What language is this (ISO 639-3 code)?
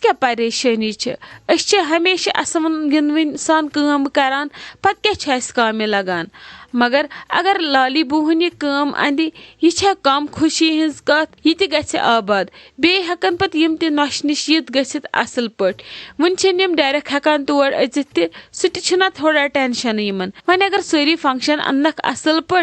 kas